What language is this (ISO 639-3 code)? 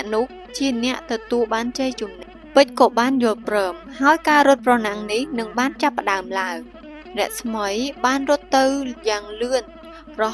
khm